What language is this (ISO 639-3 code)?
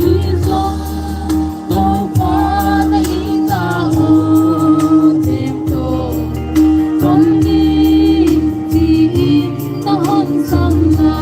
pck